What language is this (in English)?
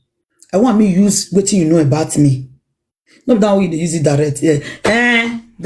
Nigerian Pidgin